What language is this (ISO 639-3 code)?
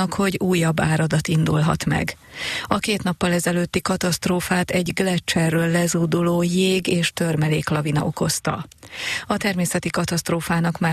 hun